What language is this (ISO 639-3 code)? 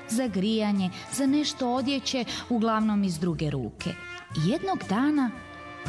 srp